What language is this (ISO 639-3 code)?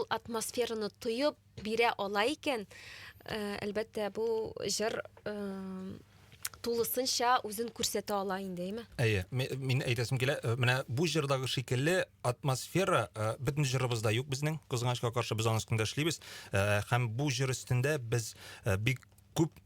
tat